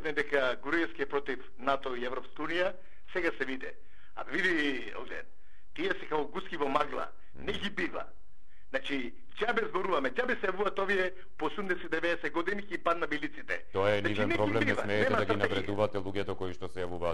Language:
Macedonian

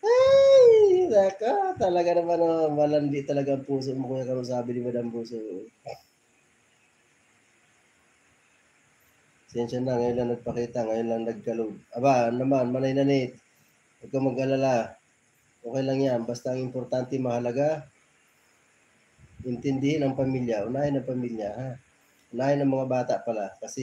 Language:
Filipino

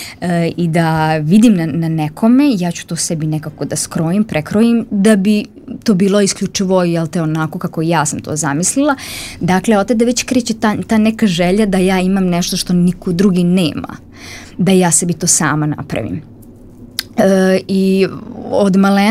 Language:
Serbian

